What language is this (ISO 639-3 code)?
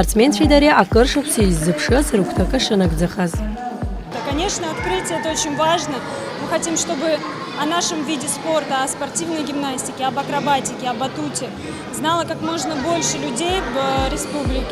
abk